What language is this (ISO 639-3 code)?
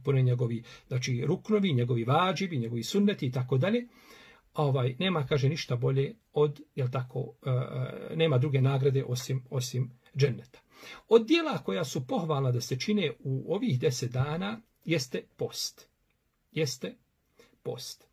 bos